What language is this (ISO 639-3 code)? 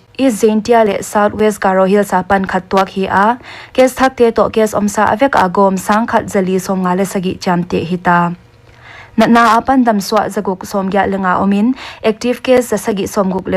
pck